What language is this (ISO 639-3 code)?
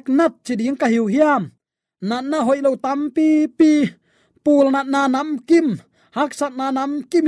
ctd